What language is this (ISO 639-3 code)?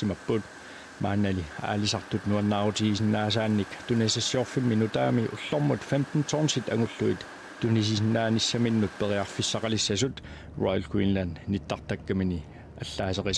kal